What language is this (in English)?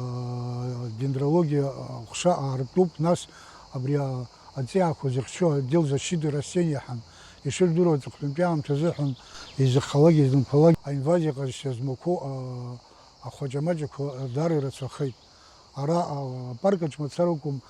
Abkhazian